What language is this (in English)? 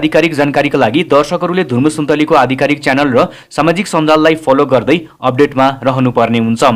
Nepali